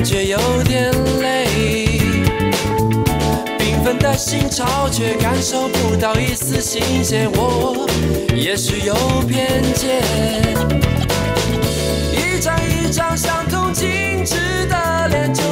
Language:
Chinese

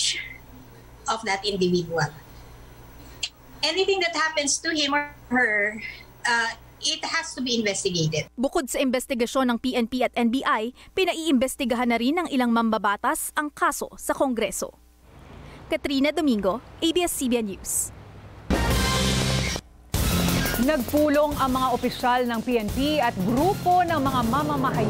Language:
Filipino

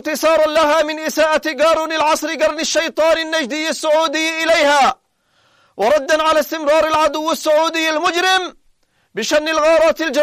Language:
Arabic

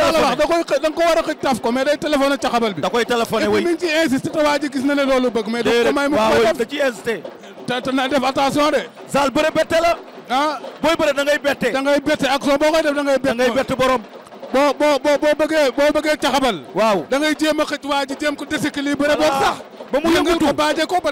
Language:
Wolof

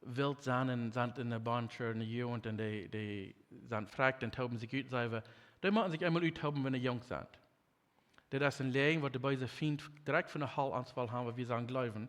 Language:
Plautdietsch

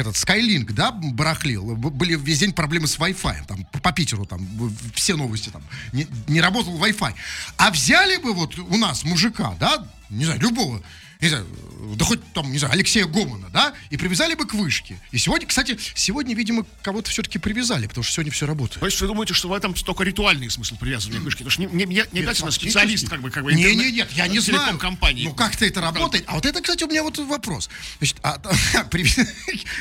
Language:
Russian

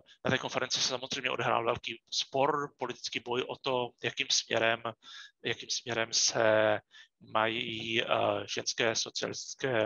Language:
Czech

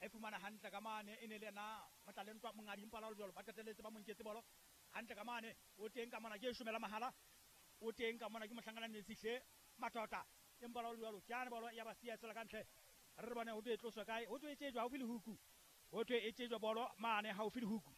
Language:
Southern Sotho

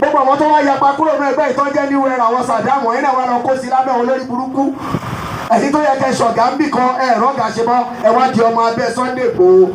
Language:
Yoruba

